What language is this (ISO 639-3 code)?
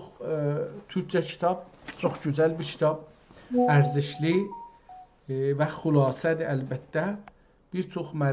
azb